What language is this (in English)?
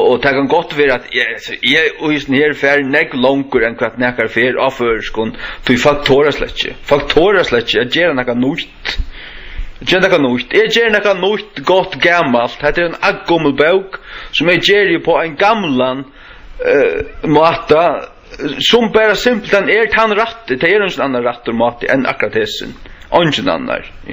Faroese